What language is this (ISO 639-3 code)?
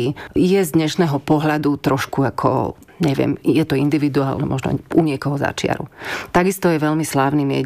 slk